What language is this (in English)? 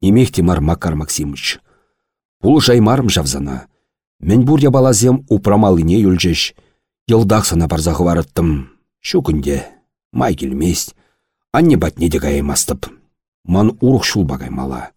Chuvash